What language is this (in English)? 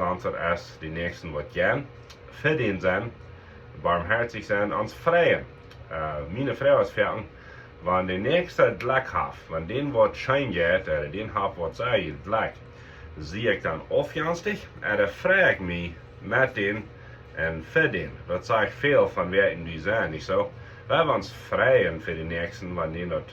Plautdietsch